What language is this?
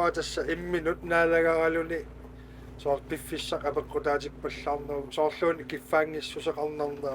Kalaallisut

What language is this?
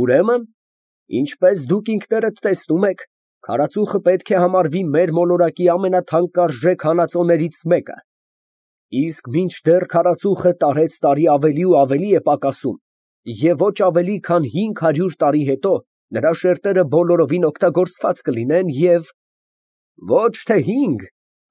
Armenian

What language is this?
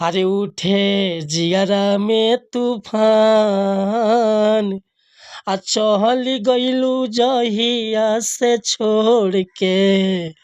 Bhojpuri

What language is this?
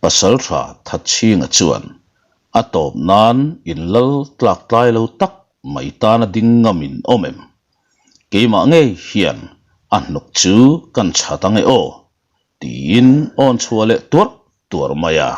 Mizo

